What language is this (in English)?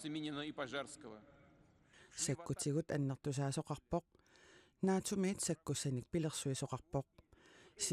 Kalaallisut